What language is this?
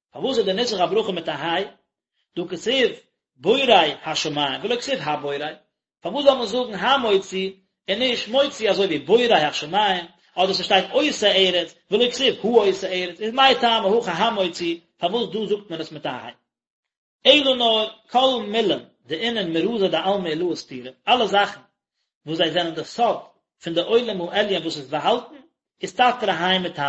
Yiddish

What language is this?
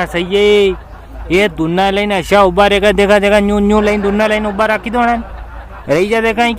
Rajasthani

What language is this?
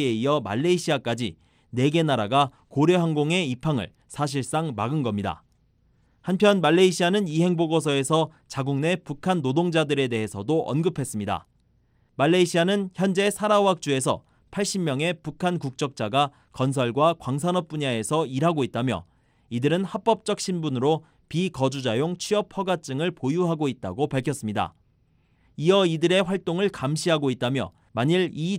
Korean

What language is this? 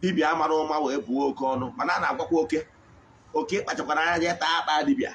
Igbo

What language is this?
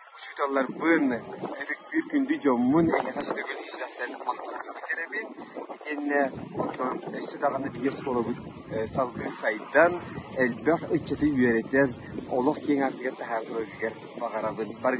Yakut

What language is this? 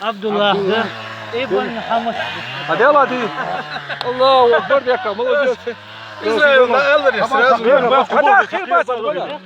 Chechen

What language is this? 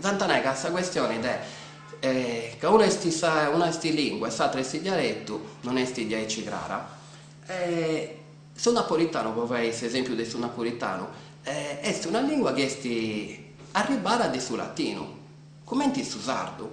Sardinian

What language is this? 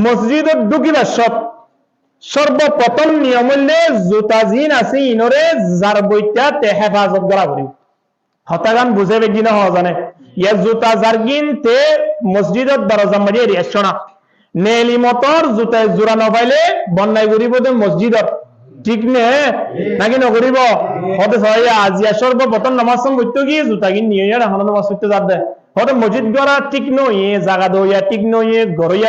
Rohingya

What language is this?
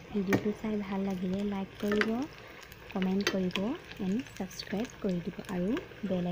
Assamese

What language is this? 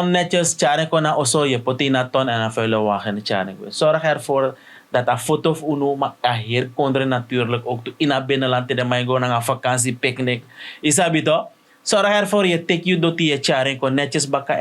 Sranan Tongo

